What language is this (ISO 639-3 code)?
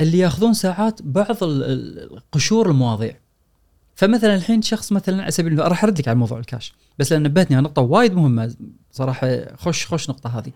afb